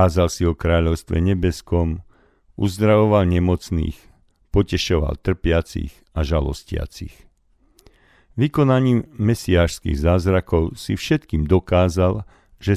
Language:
Slovak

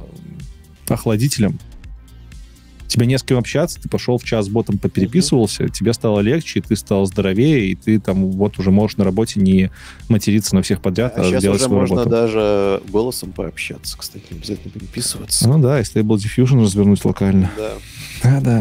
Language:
Russian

